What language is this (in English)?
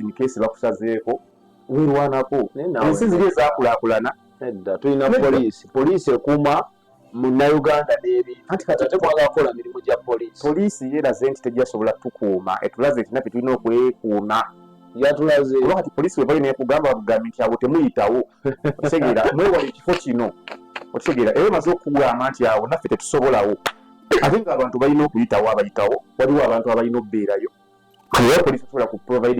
Ganda